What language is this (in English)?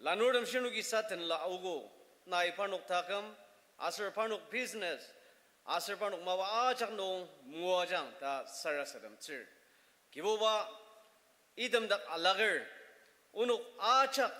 Ao Naga